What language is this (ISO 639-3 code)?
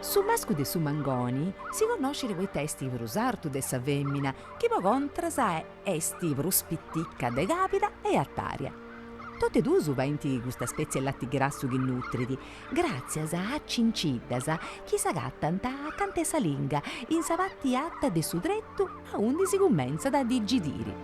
srd